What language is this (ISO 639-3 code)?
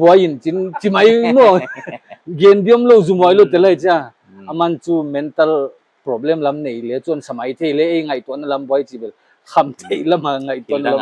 pck